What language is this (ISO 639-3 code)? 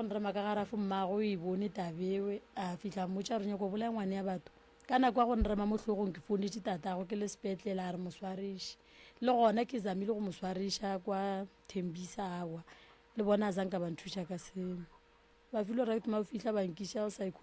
nso